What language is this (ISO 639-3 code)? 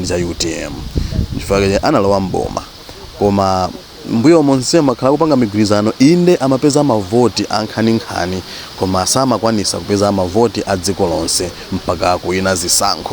nya